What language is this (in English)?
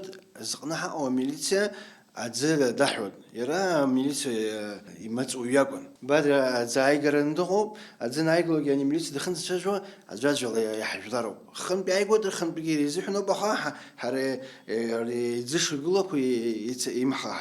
Abkhazian